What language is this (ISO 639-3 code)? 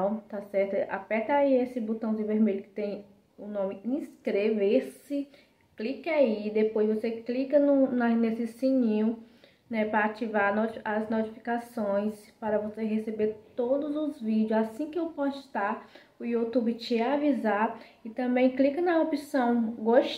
por